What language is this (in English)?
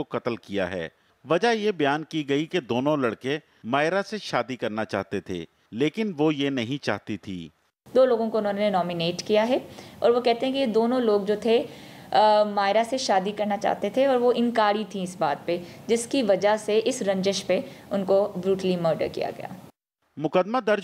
Urdu